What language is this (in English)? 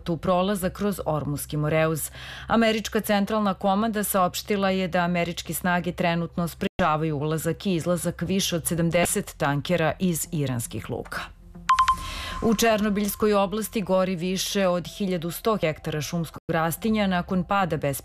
Serbian